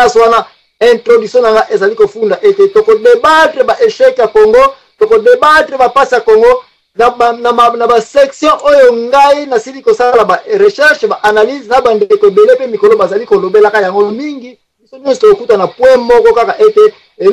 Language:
Lingala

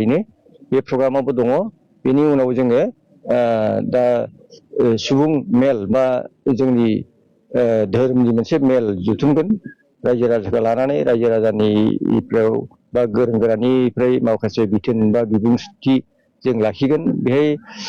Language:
Bodo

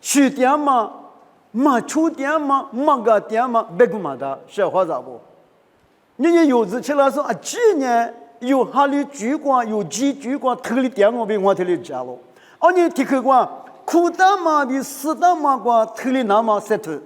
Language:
Lisu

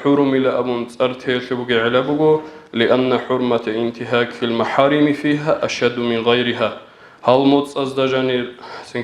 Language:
Avaric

